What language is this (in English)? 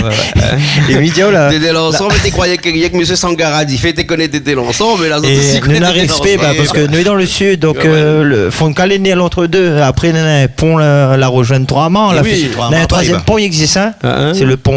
Réunion Creole French